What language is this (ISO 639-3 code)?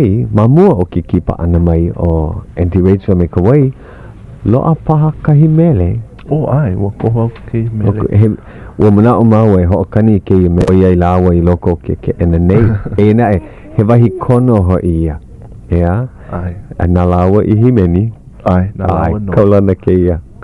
haw